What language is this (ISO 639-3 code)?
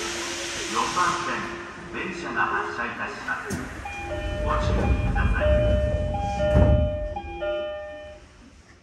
jpn